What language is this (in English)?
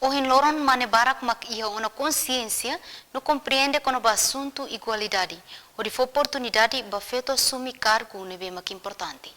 Tetum